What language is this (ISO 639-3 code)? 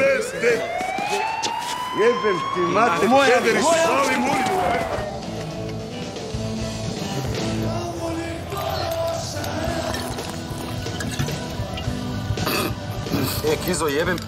hrv